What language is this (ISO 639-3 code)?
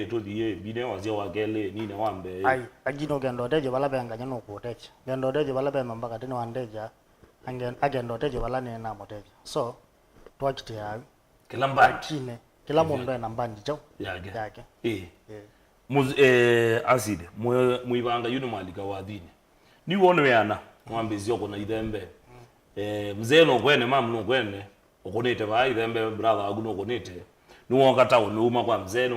kam